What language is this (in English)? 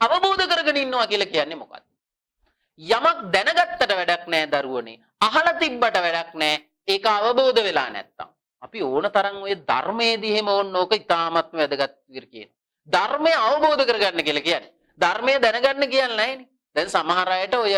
Sinhala